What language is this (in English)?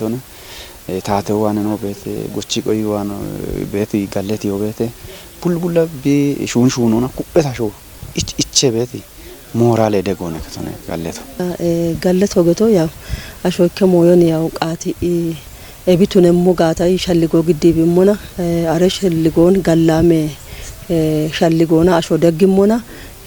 Kafa